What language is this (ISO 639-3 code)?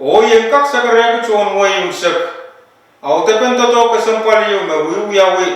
pon